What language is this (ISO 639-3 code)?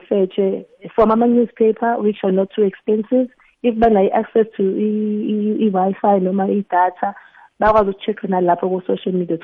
nbl